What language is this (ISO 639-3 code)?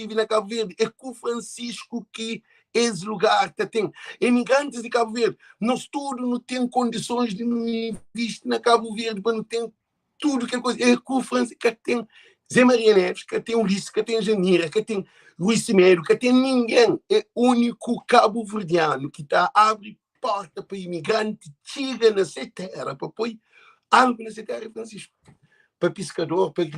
kea